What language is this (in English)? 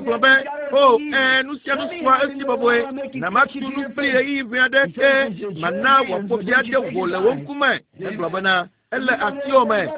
Ewe